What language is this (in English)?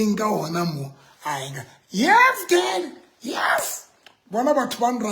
Southern Sotho